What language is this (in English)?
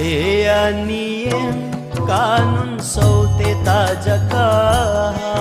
Newari